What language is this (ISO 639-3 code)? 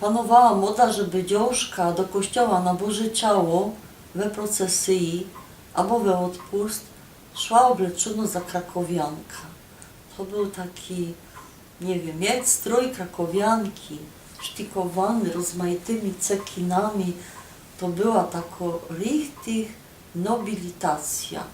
szl